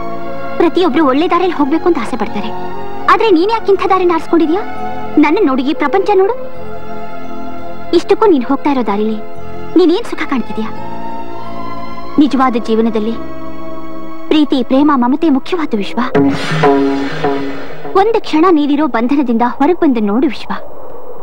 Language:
Kannada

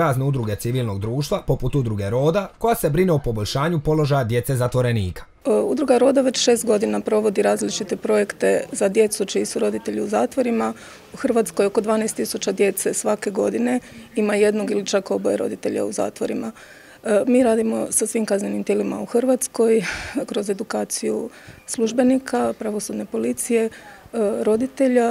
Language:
Croatian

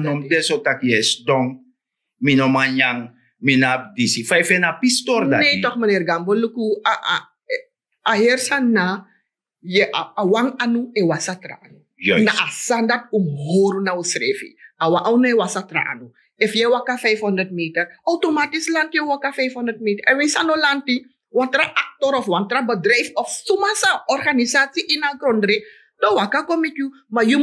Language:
Sranan Tongo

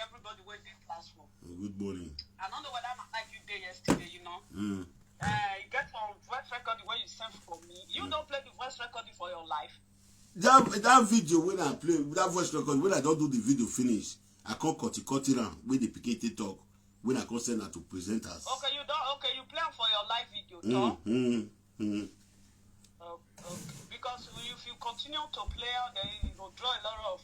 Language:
Nigerian Pidgin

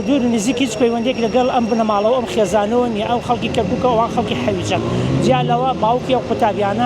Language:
Central Kurdish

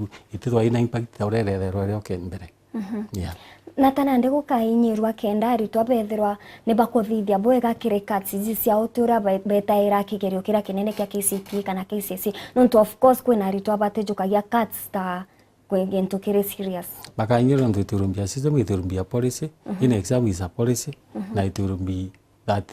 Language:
Meru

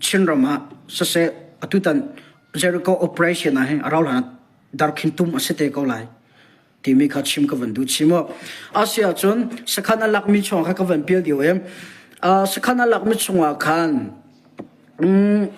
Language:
Hakha Chin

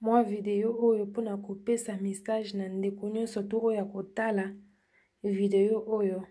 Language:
Lingala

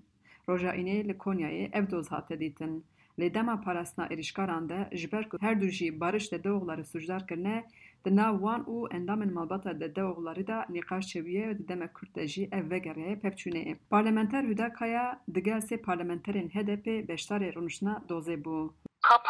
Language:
Kurdish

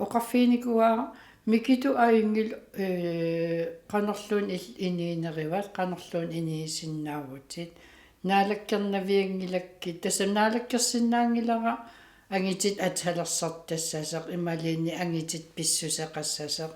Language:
Kalaallisut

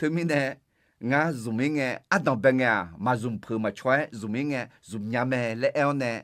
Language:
Akha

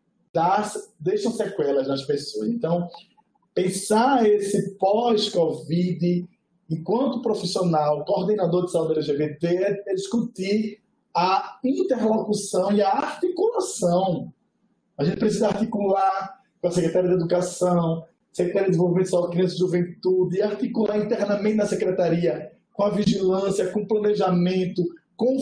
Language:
Portuguese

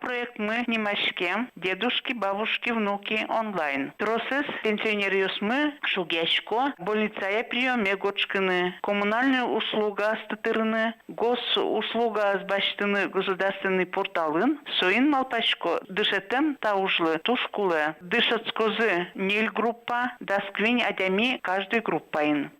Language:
Udmurt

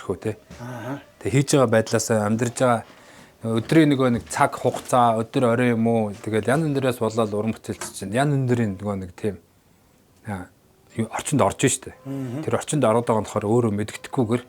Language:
Mongolian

